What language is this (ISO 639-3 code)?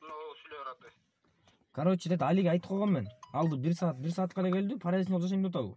kir